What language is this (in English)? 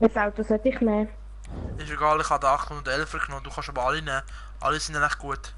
Swiss German